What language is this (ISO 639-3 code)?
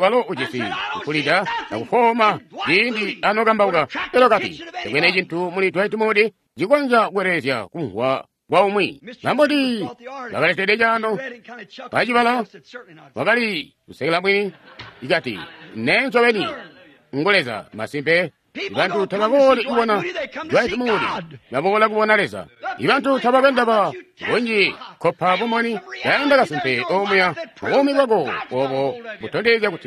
toi